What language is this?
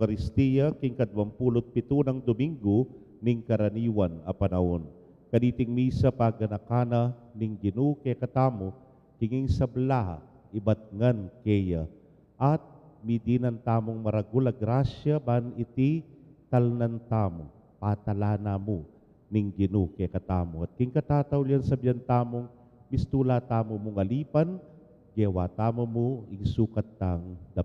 Pampanga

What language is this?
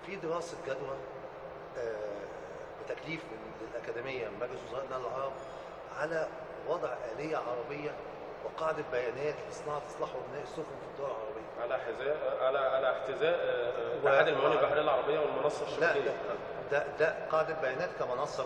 Egyptian Arabic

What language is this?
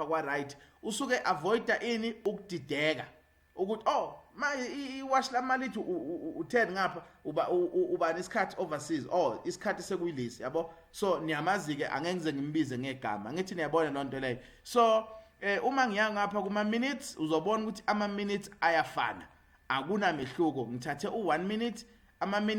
Zulu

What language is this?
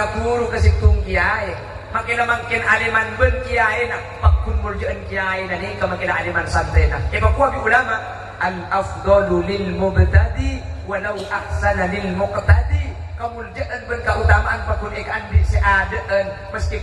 Madurese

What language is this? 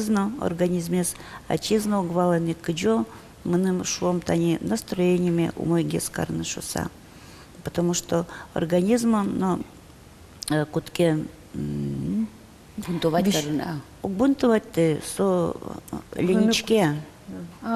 Udmurt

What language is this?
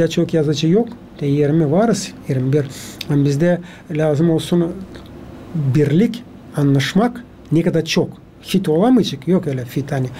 Gagauz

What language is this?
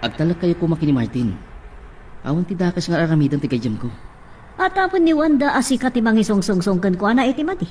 Iloko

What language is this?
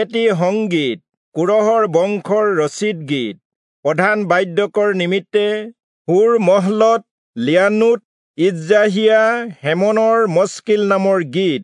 Assamese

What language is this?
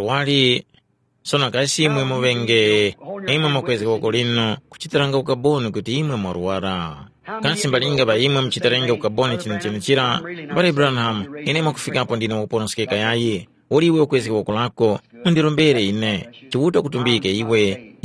Tumbuka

